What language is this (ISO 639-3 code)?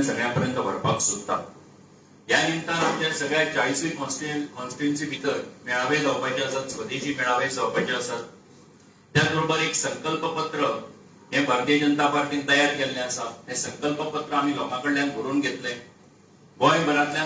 kok